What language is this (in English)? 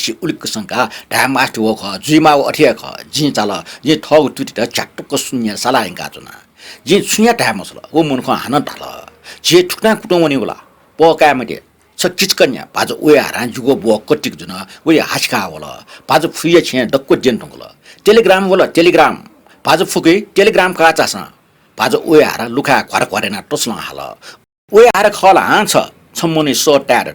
Newari